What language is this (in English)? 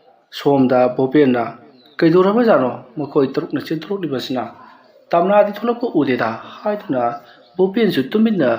Manipuri